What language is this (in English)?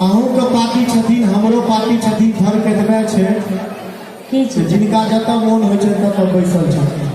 Maithili